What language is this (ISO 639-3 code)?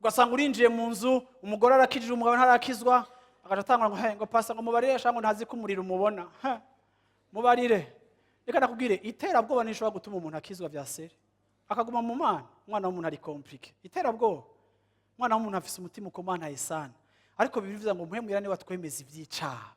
run